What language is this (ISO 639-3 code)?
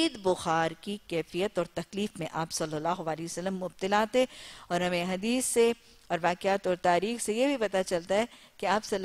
urd